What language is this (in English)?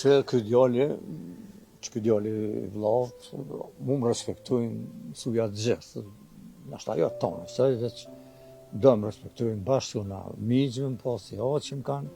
Albanian